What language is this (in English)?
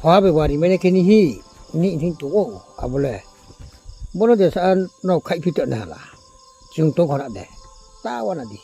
Riang (India)